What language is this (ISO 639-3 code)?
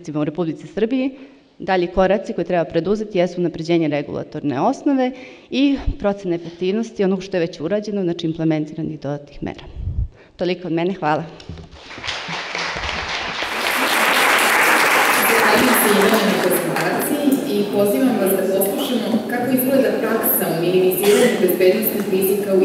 srp